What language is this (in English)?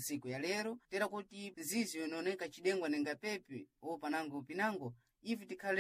Sena